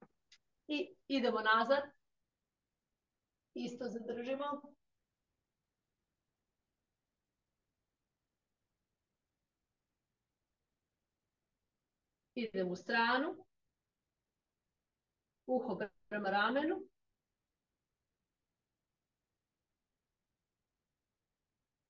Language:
Croatian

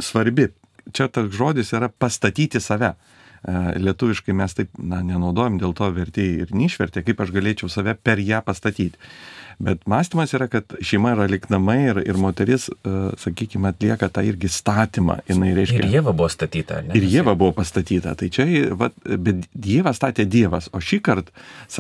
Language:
Lithuanian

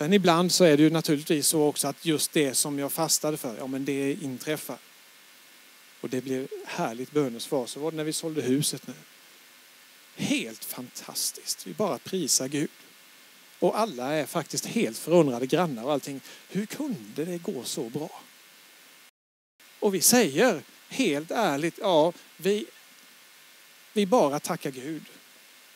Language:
Swedish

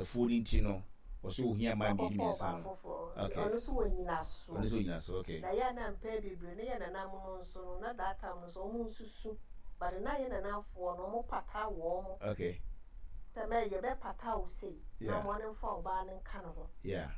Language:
Akan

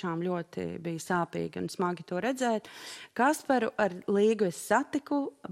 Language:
Latvian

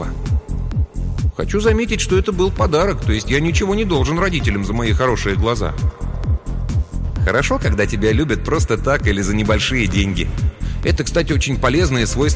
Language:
Russian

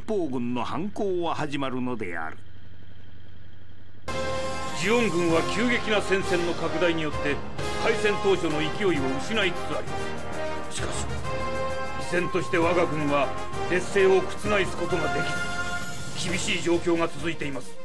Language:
Japanese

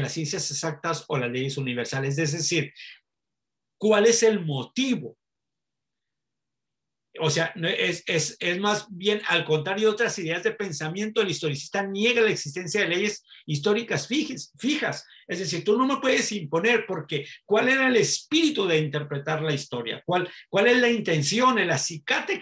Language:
Spanish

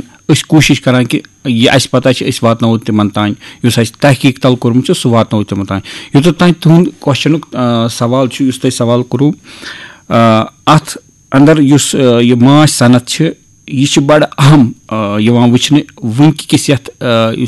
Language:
Kashmiri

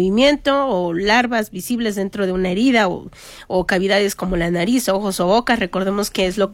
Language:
Spanish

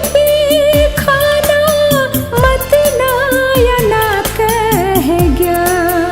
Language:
Newari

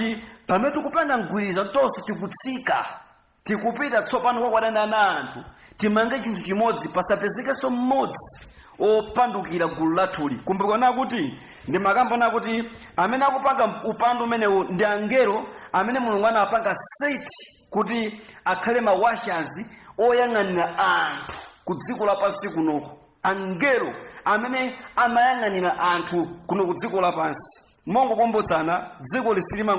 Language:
Nyanja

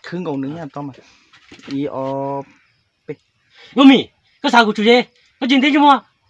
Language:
Hmong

